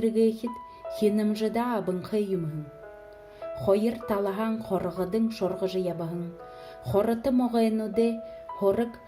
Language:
Buriat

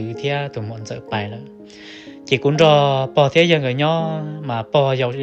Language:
Hmong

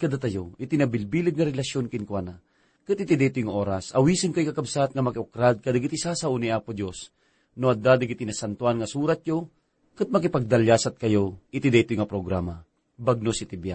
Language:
Iloko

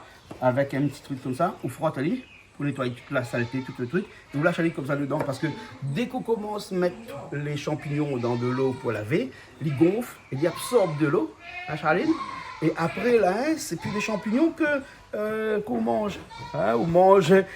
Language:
Réunion Creole French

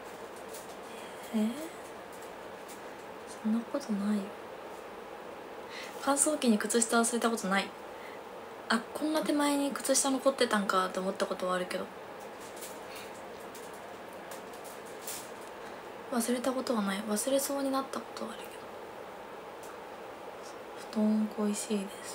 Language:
Japanese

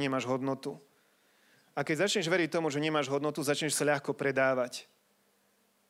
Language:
Slovak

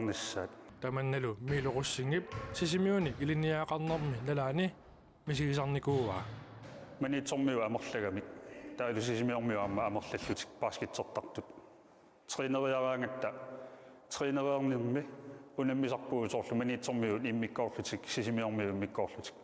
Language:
Kalaallisut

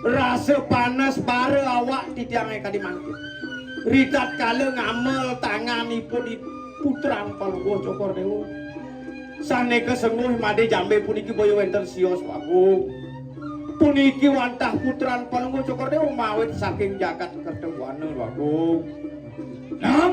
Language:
Balinese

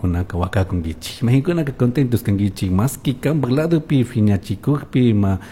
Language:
Chimborazo Highland Quichua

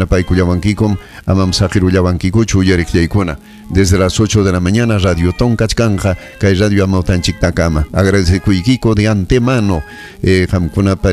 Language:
Ayacucho Quechua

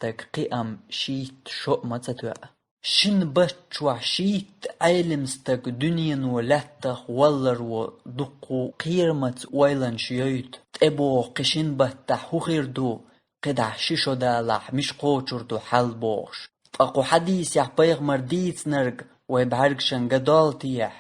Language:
Chechen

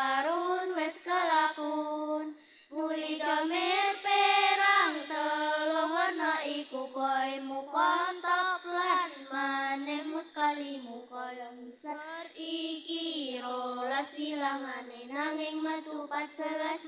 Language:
Javanese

